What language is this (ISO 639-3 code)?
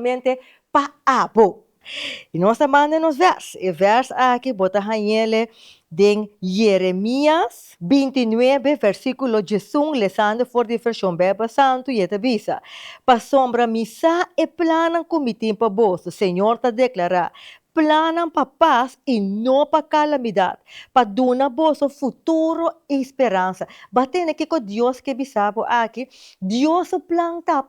pap